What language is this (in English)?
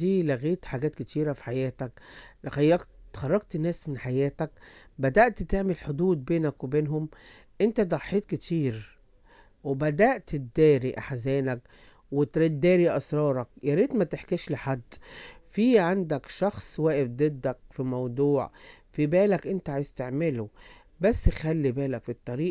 Egyptian Arabic